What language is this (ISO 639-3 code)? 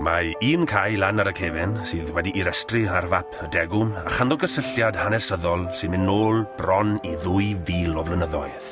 cym